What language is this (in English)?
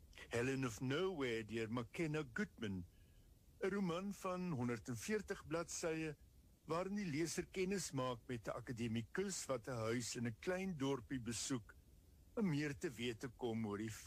Afrikaans